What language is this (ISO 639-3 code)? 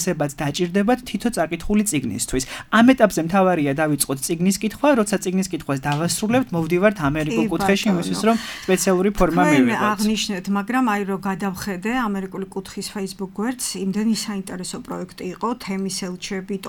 kat